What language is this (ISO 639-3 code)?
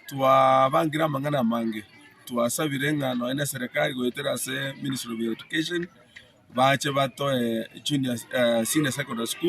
guz